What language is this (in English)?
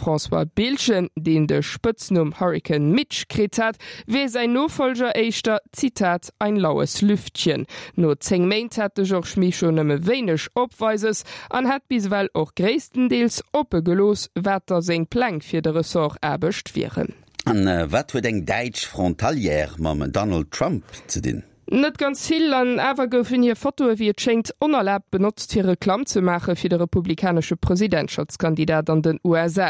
Luxembourgish